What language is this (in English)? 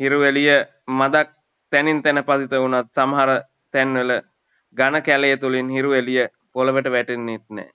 Sinhala